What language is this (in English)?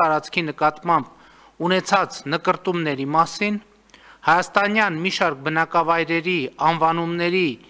Armenian